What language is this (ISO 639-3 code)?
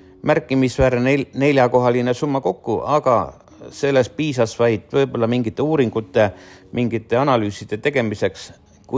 est